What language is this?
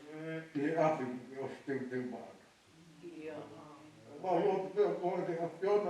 Tongan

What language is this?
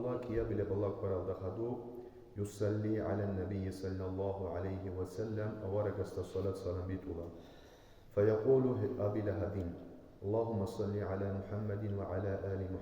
Avaric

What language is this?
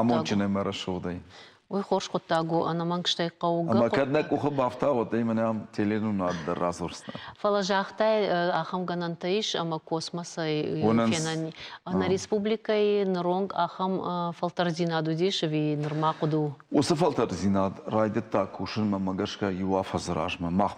Ossetic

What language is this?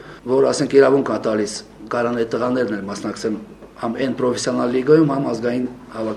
Armenian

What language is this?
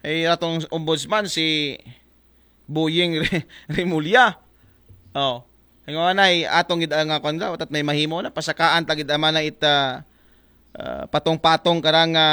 Aklanon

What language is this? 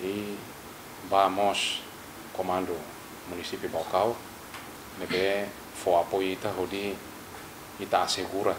Tetum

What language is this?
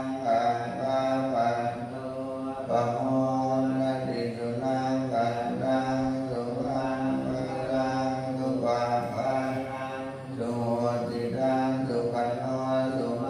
Pali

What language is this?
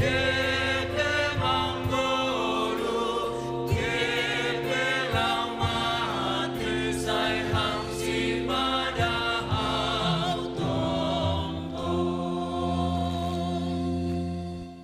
Batak Simalungun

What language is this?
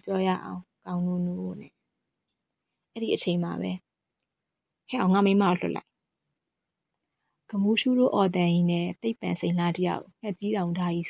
Burmese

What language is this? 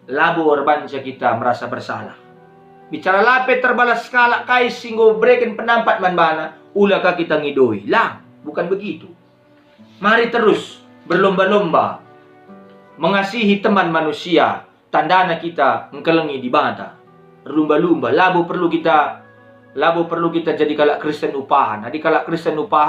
Batak Karo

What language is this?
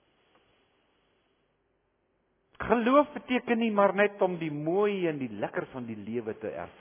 Afrikaans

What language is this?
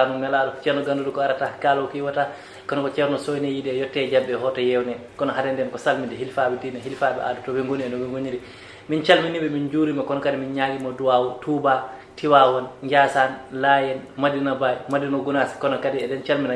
Fula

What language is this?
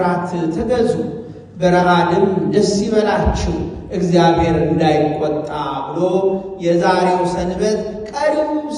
Amharic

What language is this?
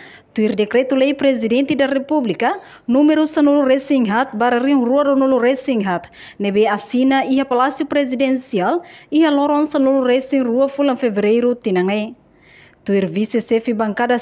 Tetum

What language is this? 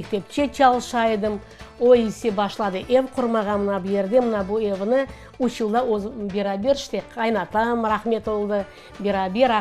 Crimean Tatar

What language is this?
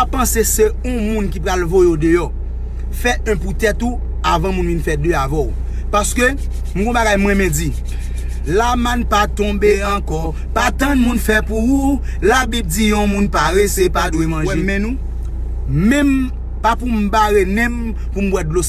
Haitian Creole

